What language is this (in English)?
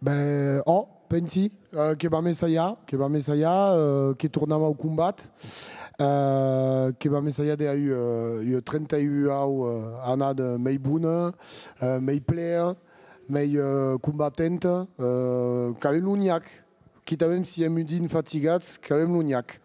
Occitan